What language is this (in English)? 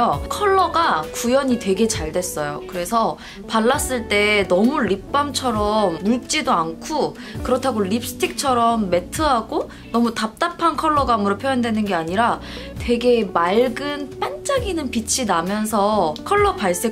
Korean